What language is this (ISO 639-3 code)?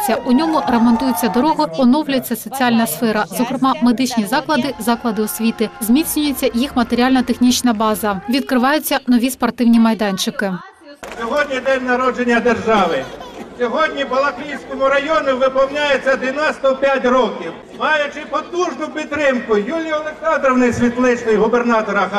ukr